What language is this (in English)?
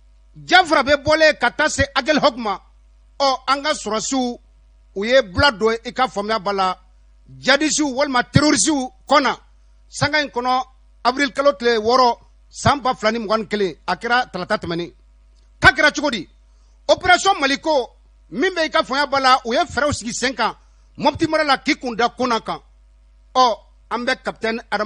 Bambara